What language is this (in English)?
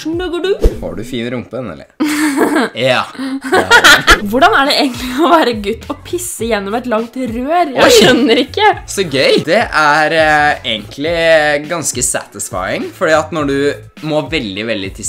Norwegian